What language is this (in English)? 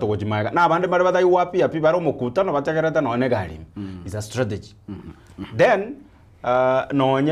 Gusii